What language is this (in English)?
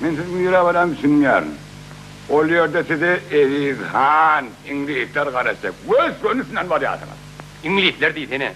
Turkmen